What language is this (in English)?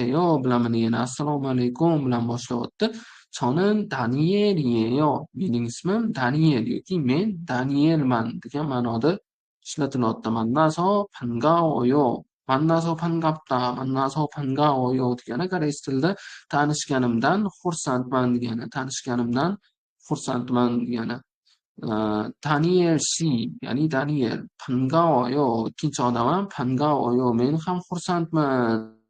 Uzbek